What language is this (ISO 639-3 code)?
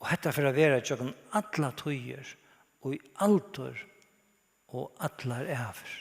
fao